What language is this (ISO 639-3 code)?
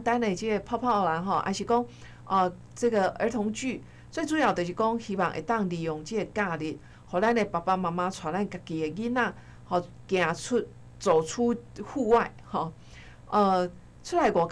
nan